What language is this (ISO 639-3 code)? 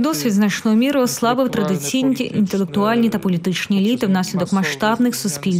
ukr